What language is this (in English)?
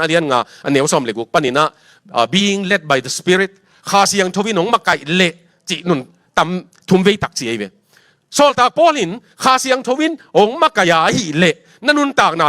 Tedim Chin